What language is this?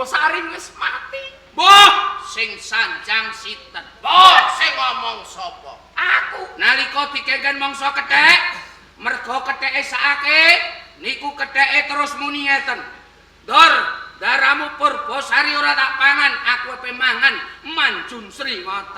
Javanese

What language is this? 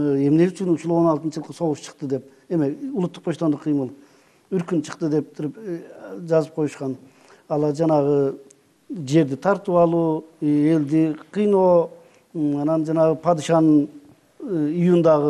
Kyrgyz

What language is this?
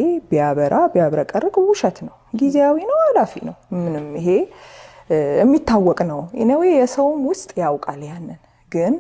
Amharic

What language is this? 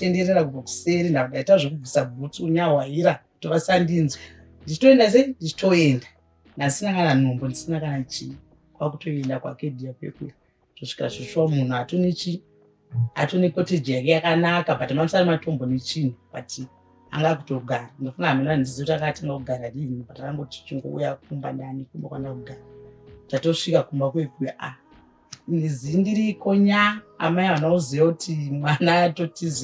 Shona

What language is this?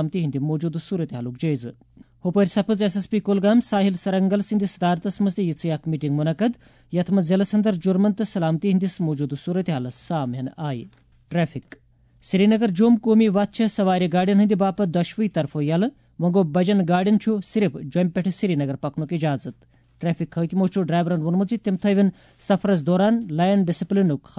Kashmiri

